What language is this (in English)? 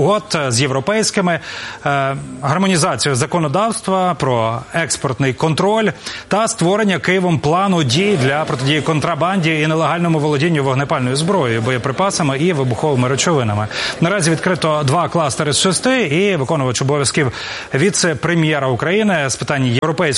Ukrainian